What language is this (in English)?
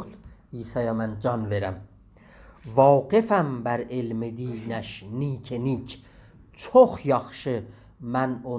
South Azerbaijani